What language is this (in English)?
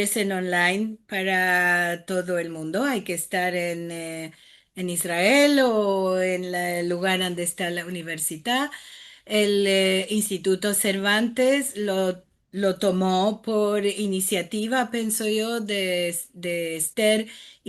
Ladino